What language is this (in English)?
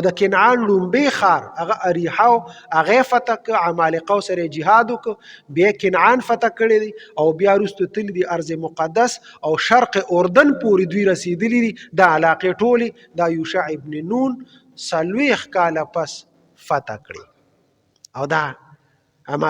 Pashto